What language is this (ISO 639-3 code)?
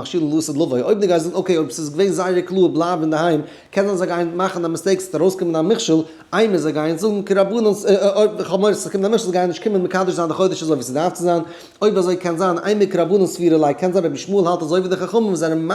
yid